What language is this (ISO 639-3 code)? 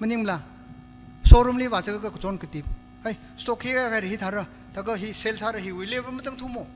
nmf